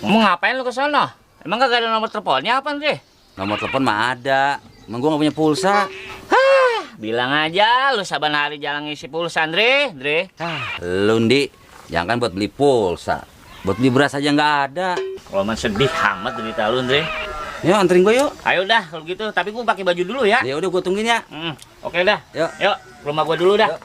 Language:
Betawi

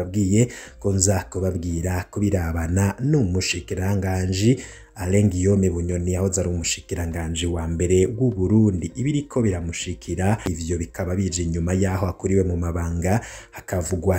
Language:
Rundi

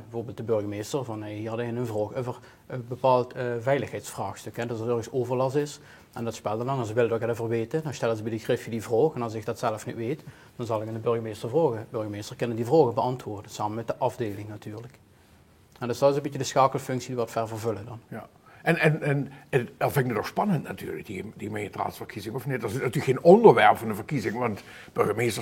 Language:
Limburgish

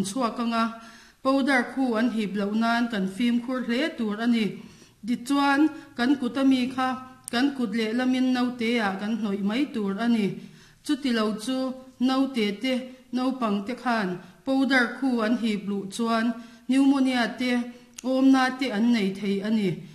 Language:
Mizo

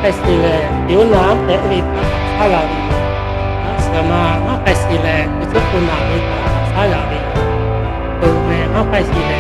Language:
Lahu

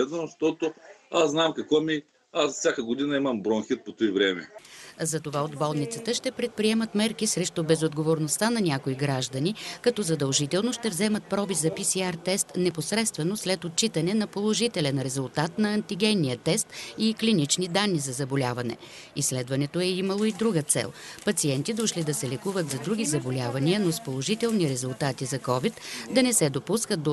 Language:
Bulgarian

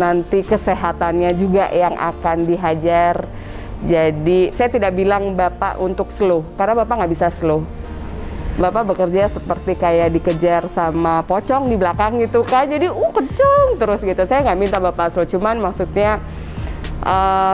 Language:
Indonesian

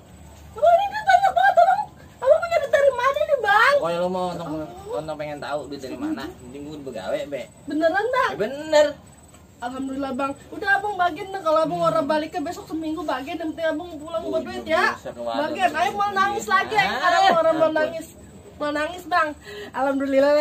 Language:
Betawi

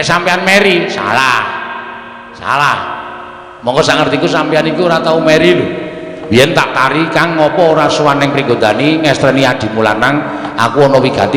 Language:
Javanese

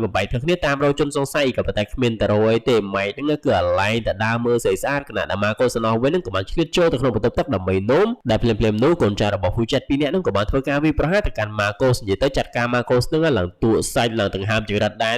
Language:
Khmer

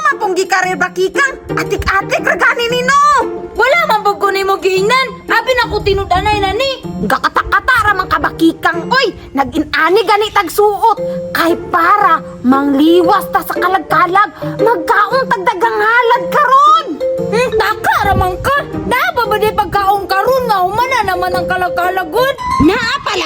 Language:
Cebuano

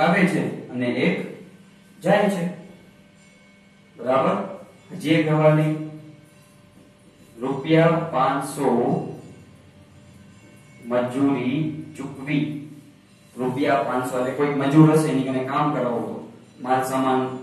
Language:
Gujarati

